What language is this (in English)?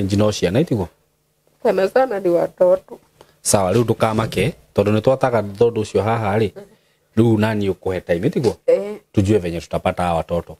Kikuyu